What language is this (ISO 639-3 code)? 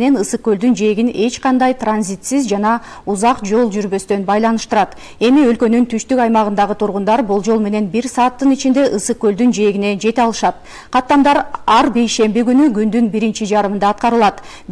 kir